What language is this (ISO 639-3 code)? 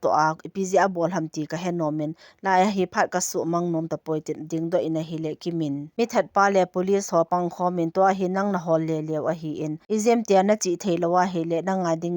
tcz